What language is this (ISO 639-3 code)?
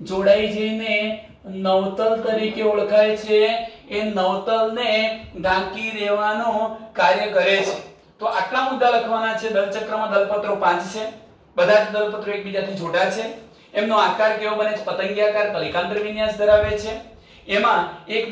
guj